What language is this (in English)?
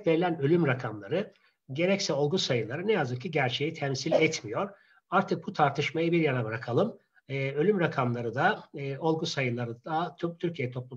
Turkish